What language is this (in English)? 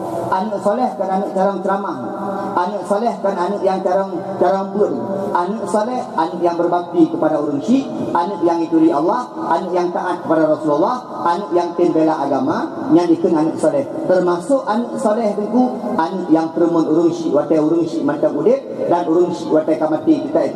Achinese